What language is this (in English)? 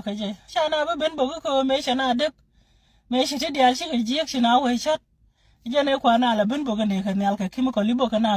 Nuer